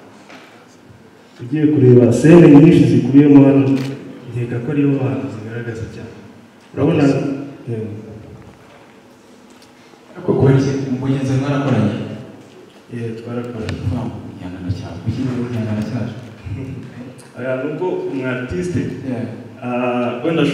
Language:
Kinyarwanda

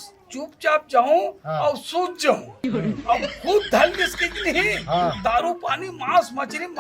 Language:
Chhattisgarhi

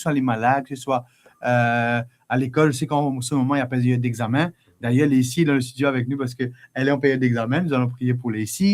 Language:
Morisyen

